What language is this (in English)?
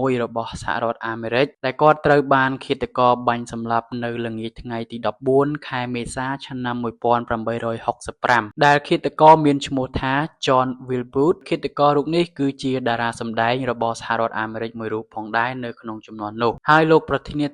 Khmer